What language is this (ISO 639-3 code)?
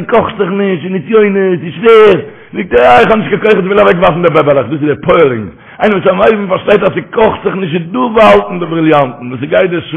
yid